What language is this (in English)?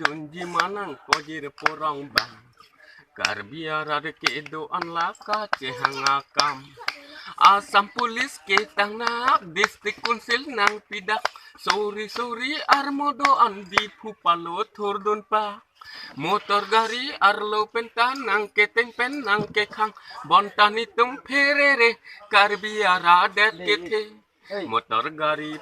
Karbi